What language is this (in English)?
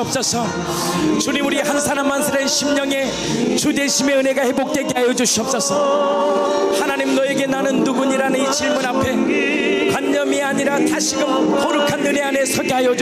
Korean